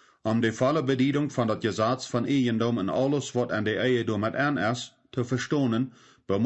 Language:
Plautdietsch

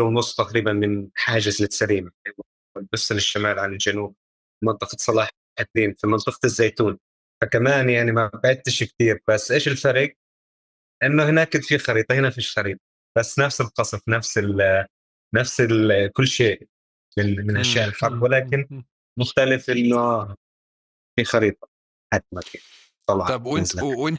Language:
North Levantine Arabic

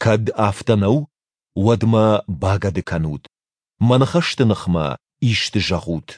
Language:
Ossetic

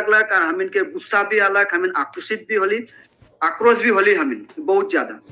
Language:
Sadri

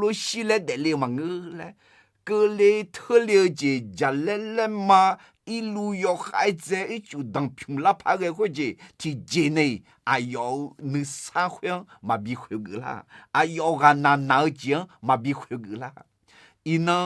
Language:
Akha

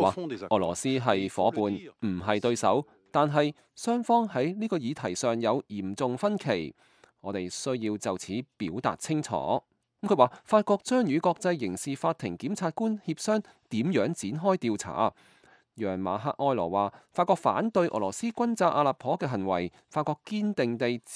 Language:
Cantonese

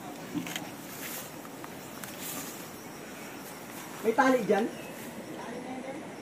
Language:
Filipino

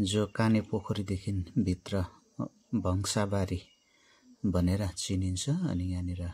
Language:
Nepali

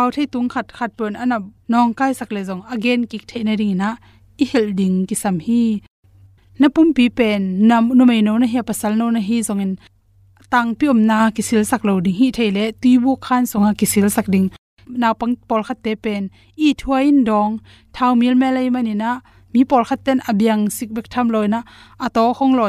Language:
Tedim Chin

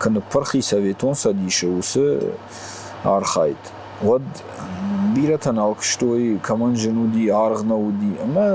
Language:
Ossetic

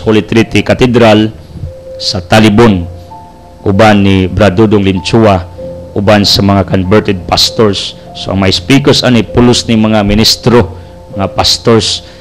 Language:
Cebuano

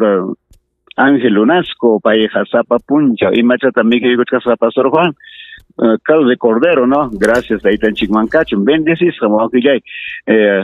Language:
Ayacucho Quechua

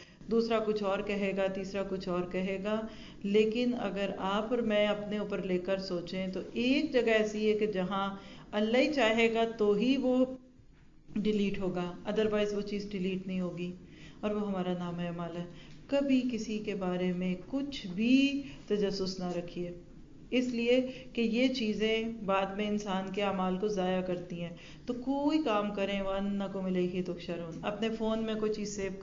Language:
Urdu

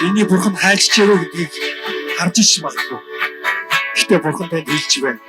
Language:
Mongolian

